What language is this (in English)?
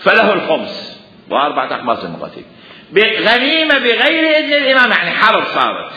Mesopotamian Arabic